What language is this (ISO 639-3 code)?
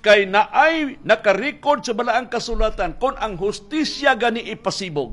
ceb